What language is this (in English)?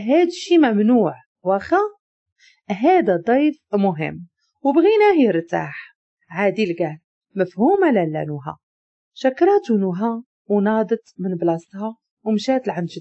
Moroccan Arabic